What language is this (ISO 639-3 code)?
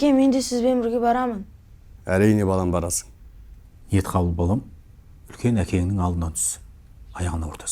kaz